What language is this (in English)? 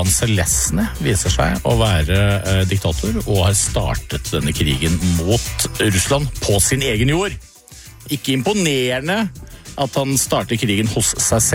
Norwegian